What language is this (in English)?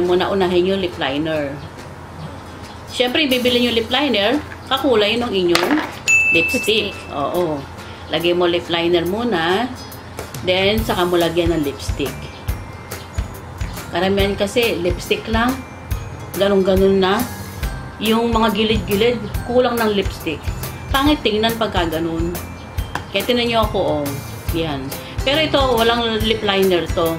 Filipino